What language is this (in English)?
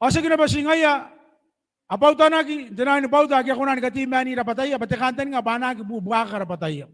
Gilbertese